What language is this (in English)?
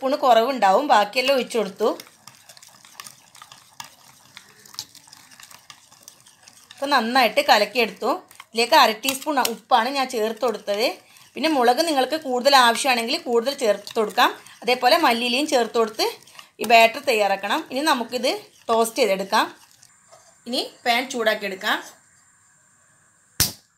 Malayalam